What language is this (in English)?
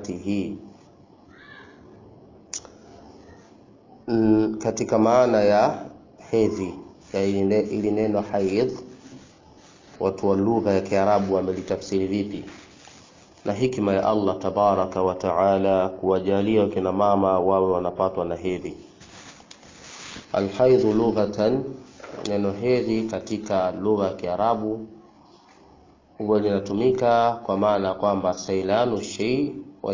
Swahili